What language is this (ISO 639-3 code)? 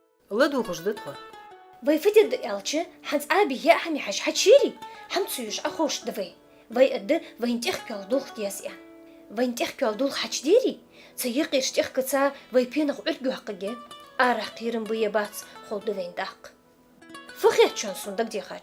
inh